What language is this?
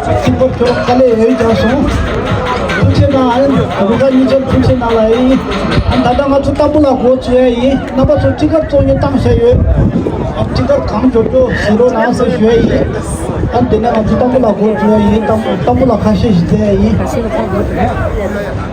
Tibetan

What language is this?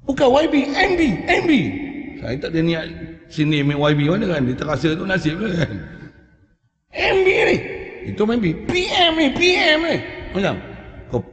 Malay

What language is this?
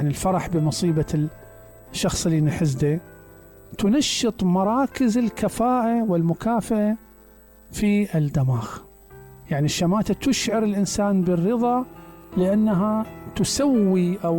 Mesopotamian Arabic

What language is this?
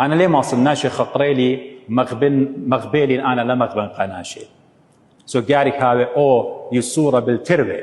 Assyrian Neo-Aramaic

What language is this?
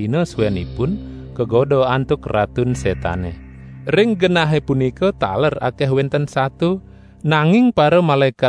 Balinese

